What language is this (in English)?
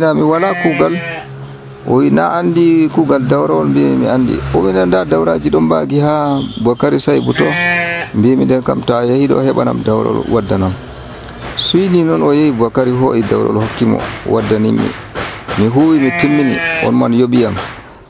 Nigerian Fulfulde